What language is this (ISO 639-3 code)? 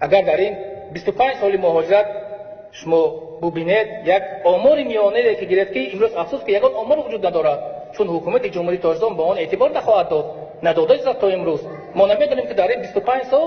tgk